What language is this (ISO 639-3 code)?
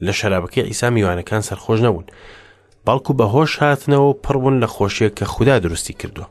ckb